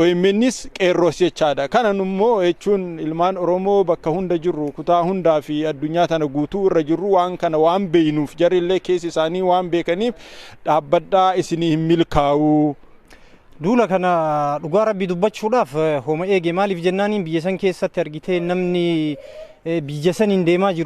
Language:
Oromo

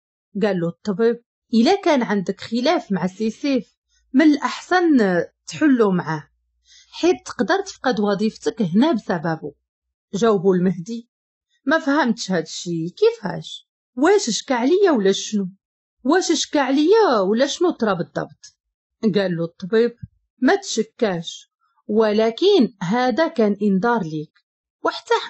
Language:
Moroccan Arabic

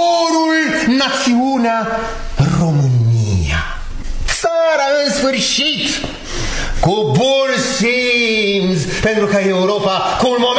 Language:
Romanian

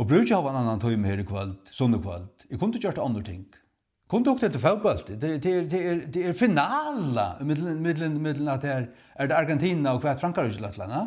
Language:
Faroese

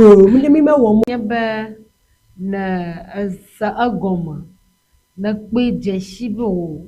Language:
Ewe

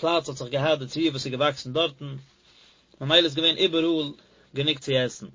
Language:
Yiddish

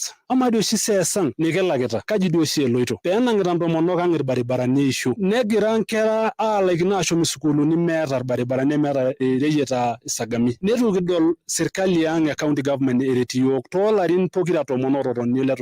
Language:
Masai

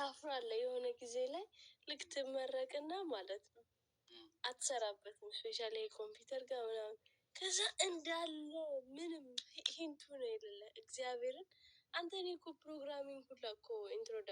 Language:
Amharic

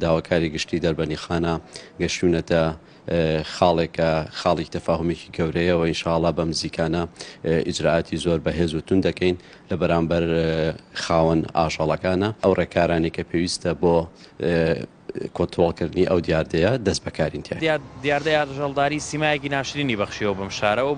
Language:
Central Kurdish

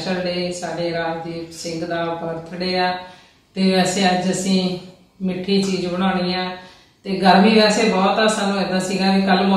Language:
Punjabi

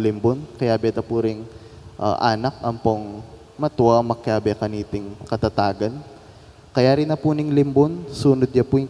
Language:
Pampanga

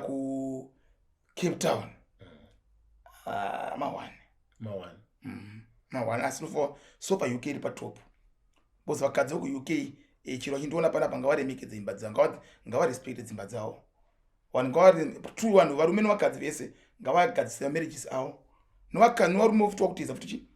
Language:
Shona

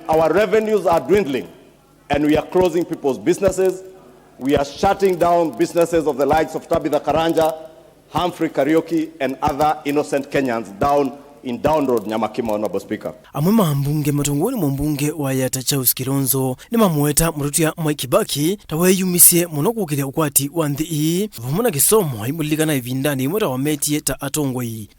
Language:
Kamba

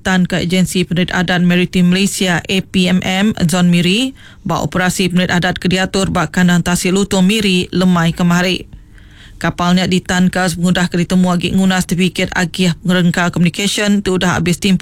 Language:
Iban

